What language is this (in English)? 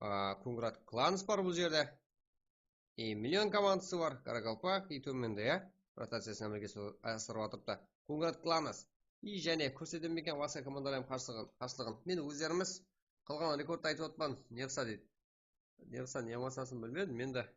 Kara-Kalpak